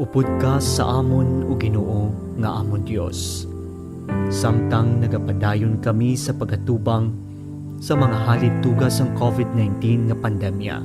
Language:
Hiligaynon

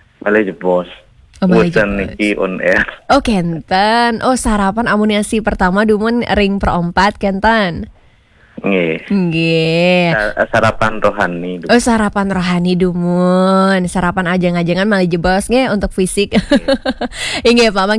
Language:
Balinese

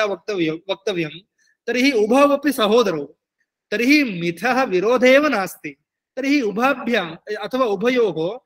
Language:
Sanskrit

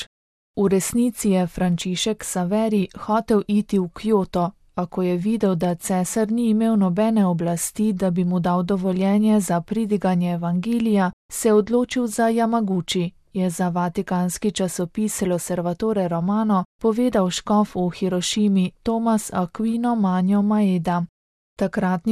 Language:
Slovenian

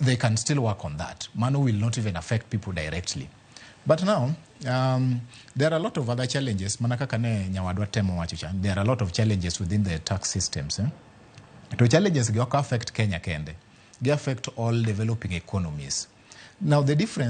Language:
Luo (Kenya and Tanzania)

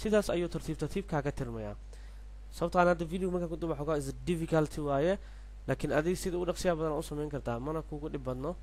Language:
Somali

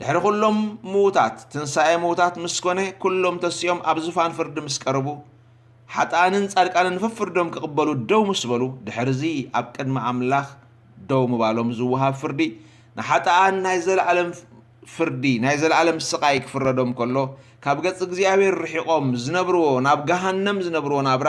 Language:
Tigrinya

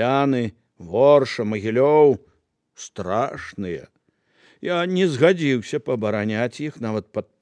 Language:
Belarusian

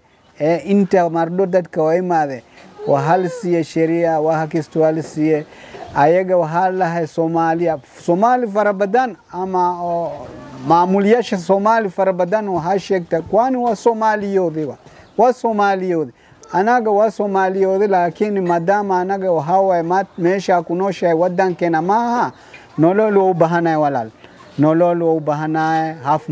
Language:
Somali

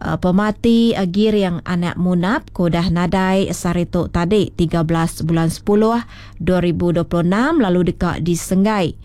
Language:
Iban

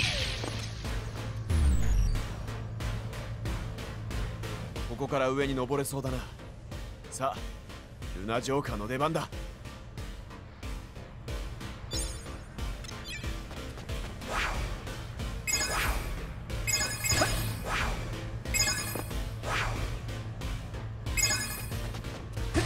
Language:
Japanese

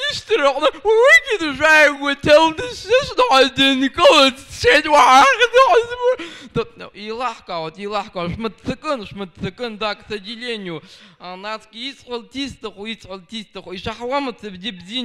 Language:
Abkhazian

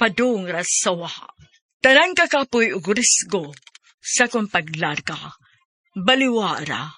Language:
Cebuano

